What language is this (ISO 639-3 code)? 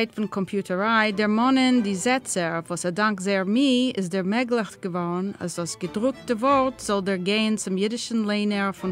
yid